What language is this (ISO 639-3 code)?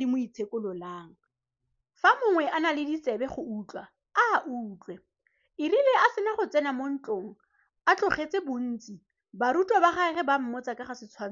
tsn